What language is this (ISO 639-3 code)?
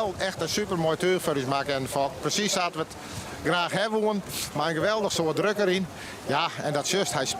fry